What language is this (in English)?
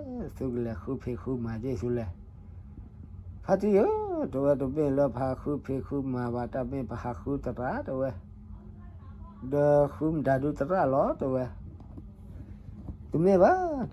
S'gaw Karen